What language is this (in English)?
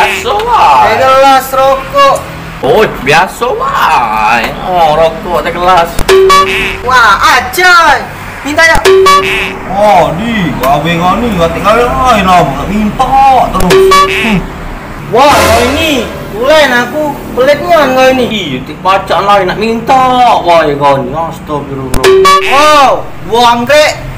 Musi